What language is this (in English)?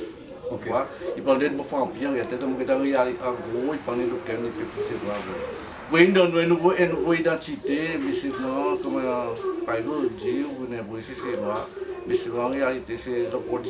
Seselwa Creole French